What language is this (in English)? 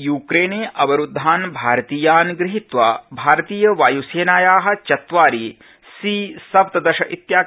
Sanskrit